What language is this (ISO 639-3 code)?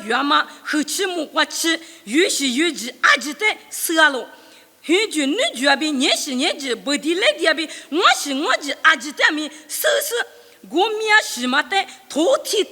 lis